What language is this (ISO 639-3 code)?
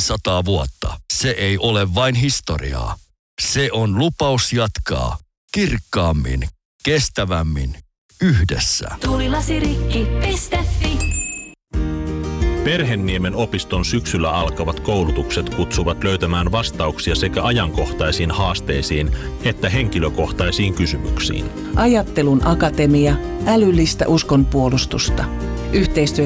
fin